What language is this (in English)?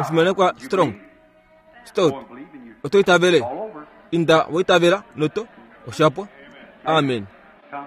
Kuanyama